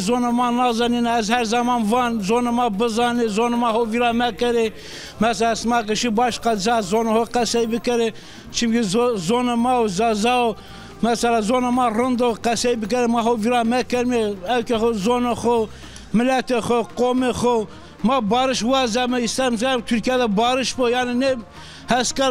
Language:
Zaza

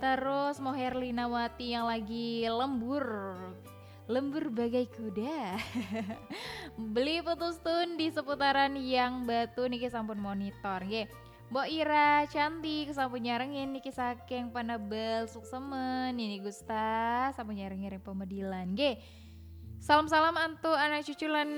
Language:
Balinese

